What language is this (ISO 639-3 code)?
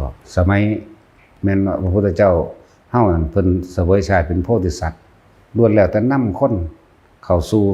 tts